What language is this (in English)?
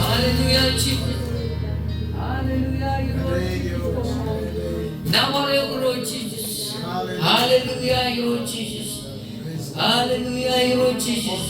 Marshallese